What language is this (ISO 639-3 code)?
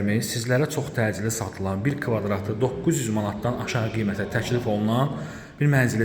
aze